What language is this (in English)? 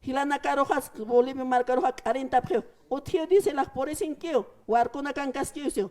Aymara